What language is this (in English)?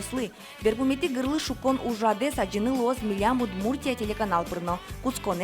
Udmurt